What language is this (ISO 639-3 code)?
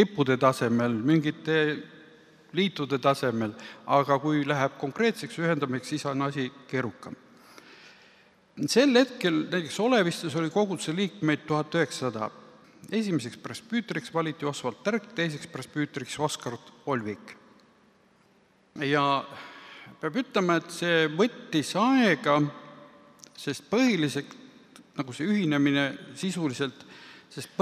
est